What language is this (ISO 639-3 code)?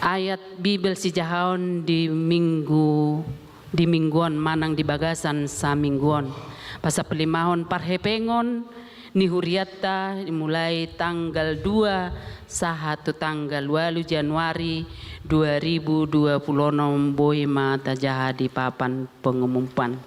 bbc